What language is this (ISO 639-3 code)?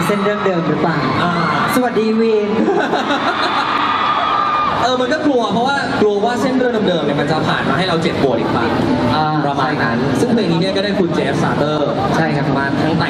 tha